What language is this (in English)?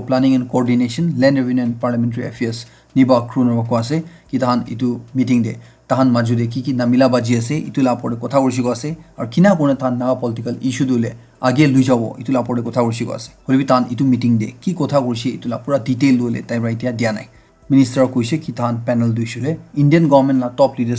Naga Pidgin